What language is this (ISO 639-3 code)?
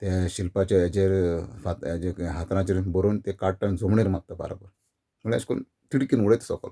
kok